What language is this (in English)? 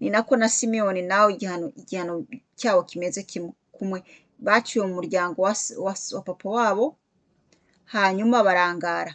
Kinyarwanda